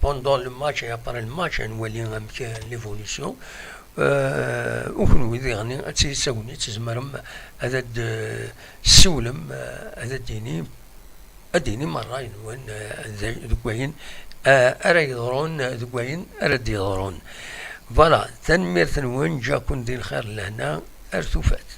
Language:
Kabyle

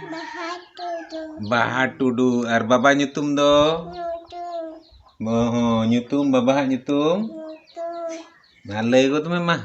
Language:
Santali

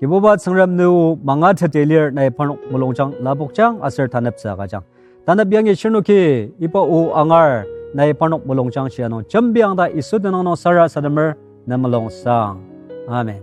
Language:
Ao Naga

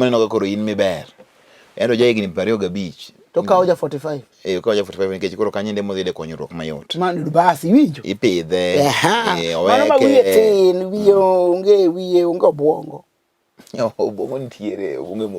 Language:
Luo (Kenya and Tanzania)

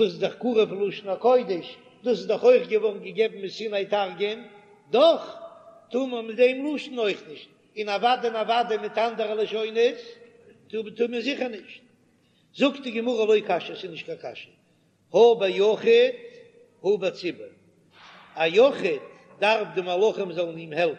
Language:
Yiddish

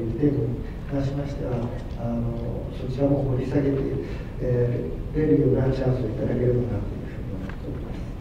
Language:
Japanese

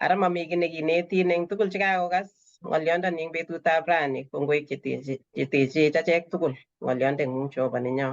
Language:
Kalenjin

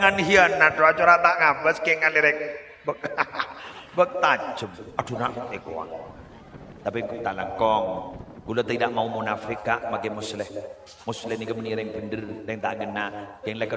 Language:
Madurese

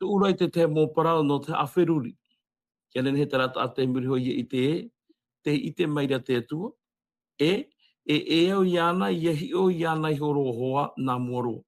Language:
Tahitian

